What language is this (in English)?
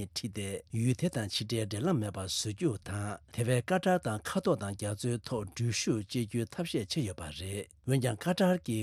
Tibetan